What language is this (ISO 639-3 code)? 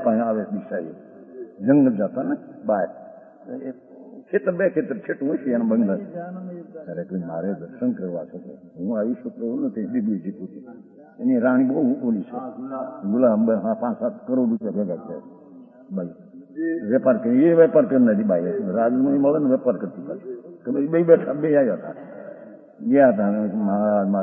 guj